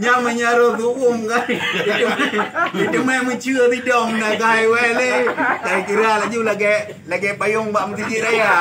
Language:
Achinese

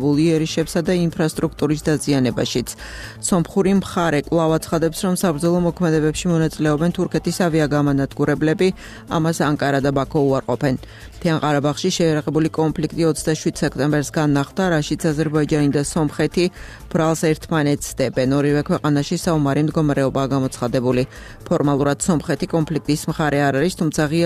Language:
Georgian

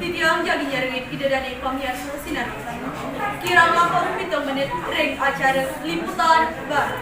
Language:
Balinese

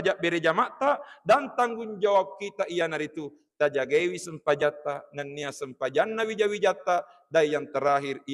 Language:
Buginese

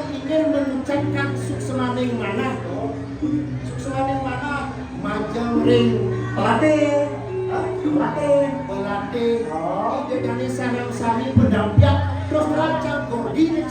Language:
Balinese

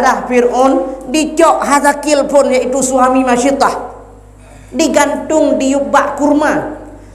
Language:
Achinese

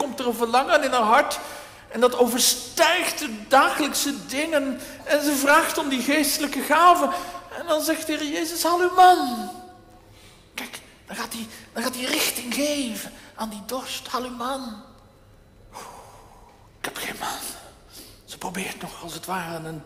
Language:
Dutch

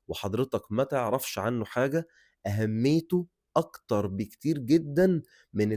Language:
Egyptian Arabic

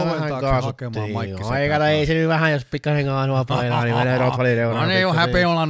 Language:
Finnish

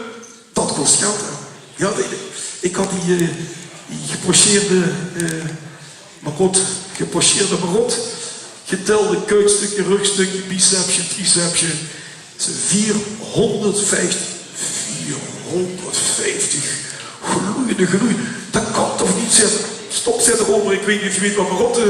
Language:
Limburgish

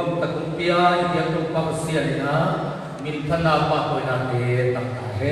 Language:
Tedim Chin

